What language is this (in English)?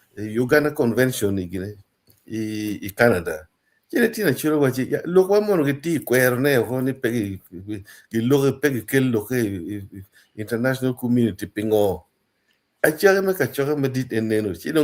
Acoli